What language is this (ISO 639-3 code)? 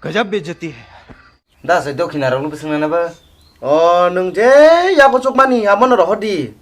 trp